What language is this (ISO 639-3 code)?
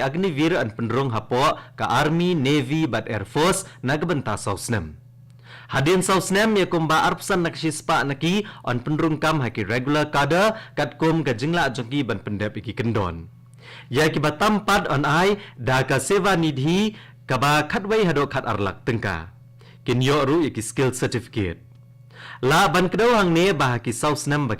kha